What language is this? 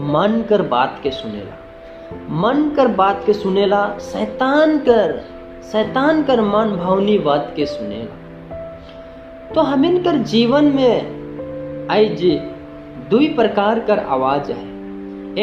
Sadri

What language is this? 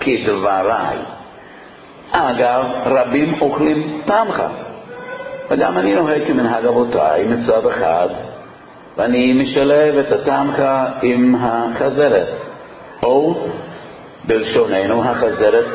Hebrew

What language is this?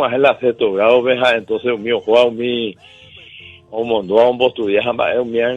Guarani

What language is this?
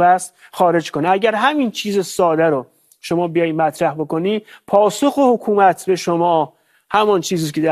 Persian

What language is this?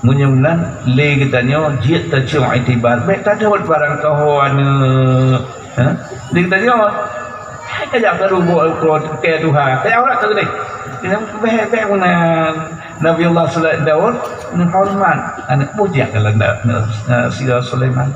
Achinese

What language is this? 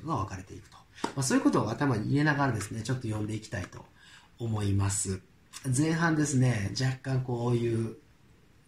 Japanese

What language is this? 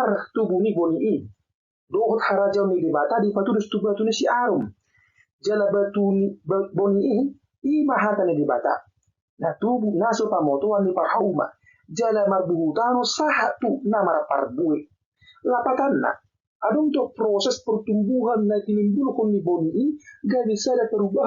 Batak Toba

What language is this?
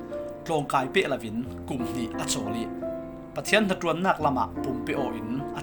Falam Chin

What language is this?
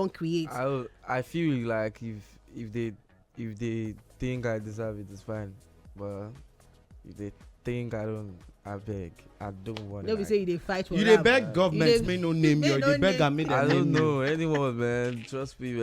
Nigerian Pidgin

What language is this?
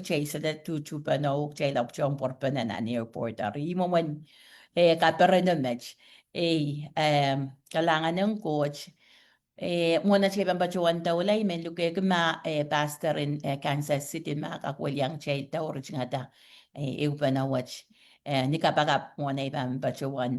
Pohnpeian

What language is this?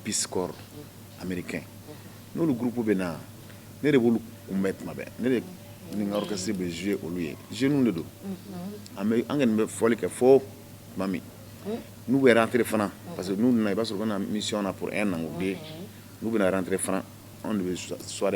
Bambara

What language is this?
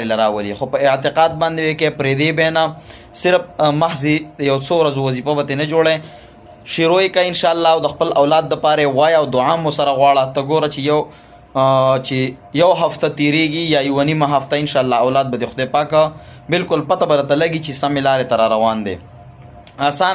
Pashto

